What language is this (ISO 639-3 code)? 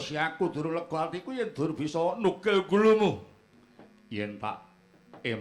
jav